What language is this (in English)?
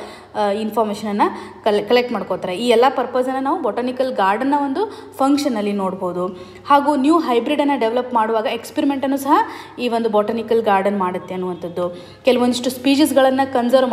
Kannada